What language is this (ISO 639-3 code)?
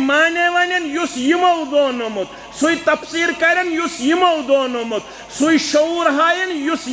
kas